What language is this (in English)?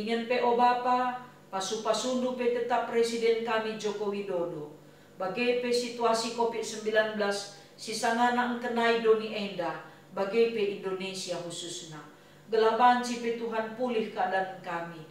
Batak Karo